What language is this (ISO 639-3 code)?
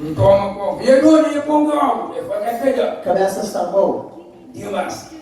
kea